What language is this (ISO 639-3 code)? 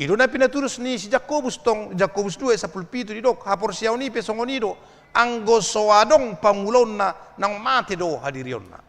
bbc